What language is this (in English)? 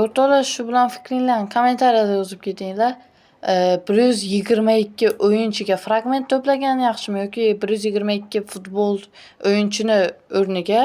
Uzbek